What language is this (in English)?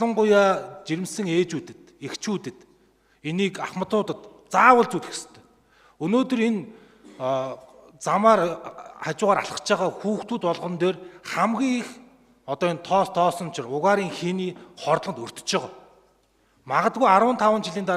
Mongolian